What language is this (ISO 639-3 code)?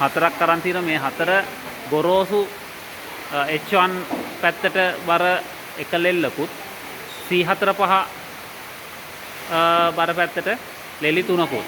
sin